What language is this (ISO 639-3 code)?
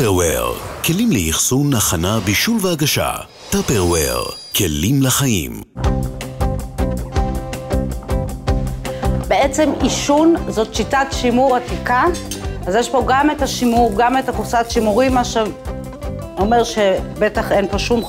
heb